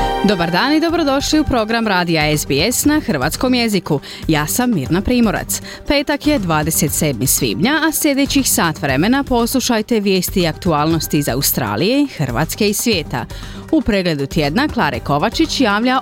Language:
Croatian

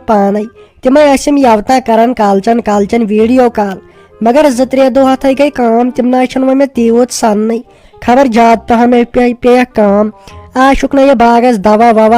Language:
Kashmiri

